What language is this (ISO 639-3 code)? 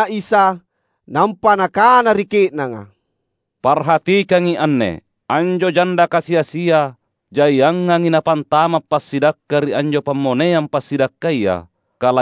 mak